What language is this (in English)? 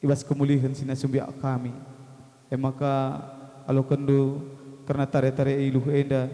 Batak Karo